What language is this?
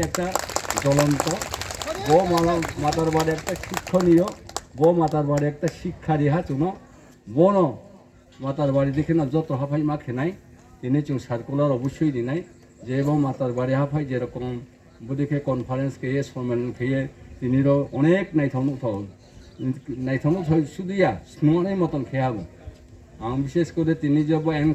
Riang (India)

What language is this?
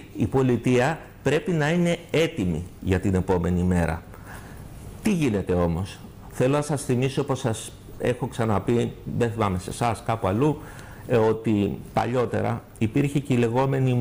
Greek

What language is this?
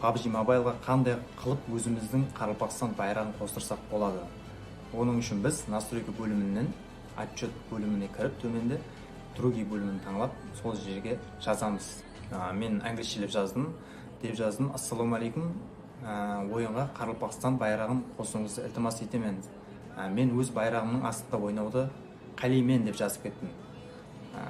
Kara-Kalpak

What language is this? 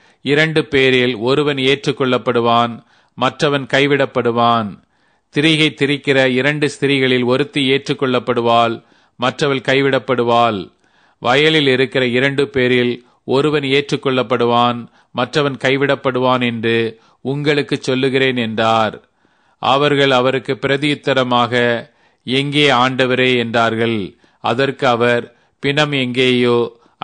Tamil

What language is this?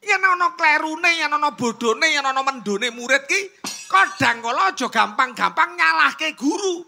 Javanese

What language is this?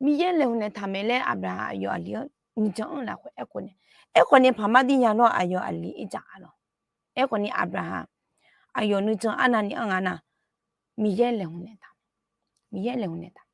Akha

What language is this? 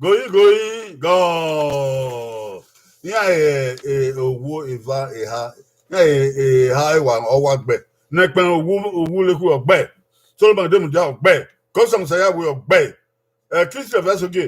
Bini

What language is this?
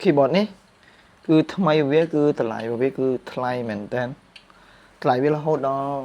Khmer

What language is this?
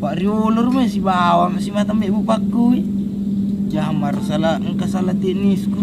Buginese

